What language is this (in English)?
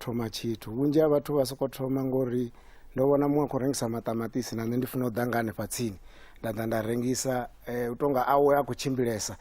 Venda